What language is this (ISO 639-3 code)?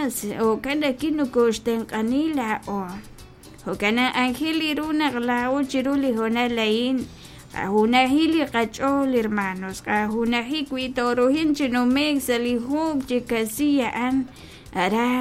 kek